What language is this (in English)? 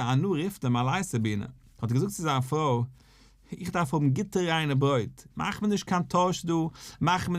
Yiddish